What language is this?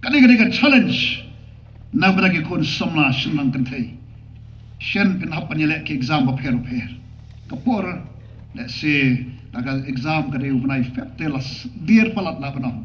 Khasi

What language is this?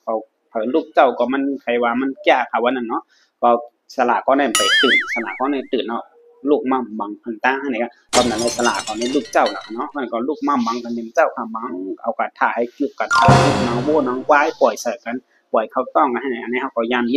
Shan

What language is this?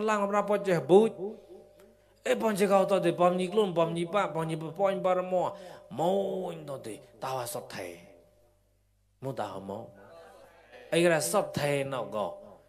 Mon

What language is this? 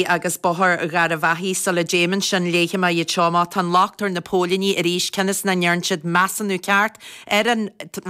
Irish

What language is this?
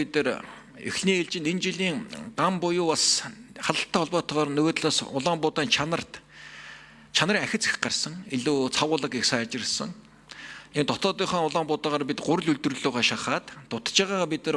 Mongolian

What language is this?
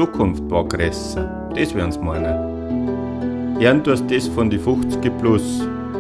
Bavarian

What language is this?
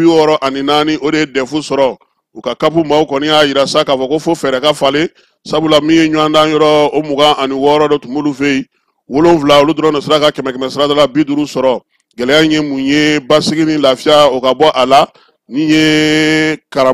Bambara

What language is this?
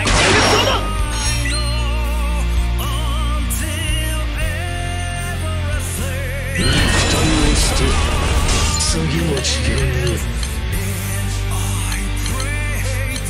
Japanese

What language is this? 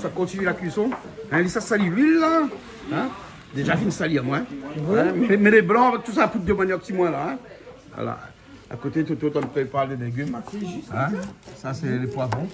Réunion Creole French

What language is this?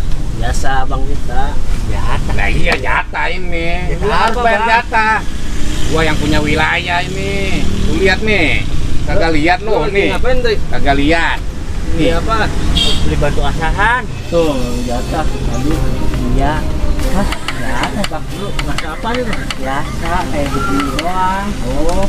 Betawi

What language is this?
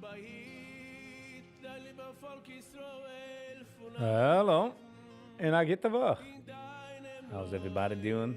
Yiddish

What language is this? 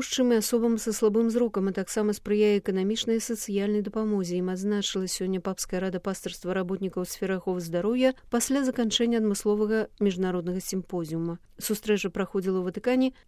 Belarusian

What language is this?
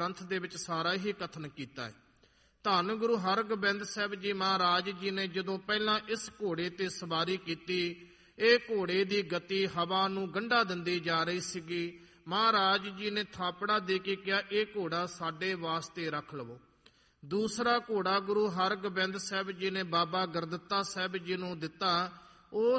Punjabi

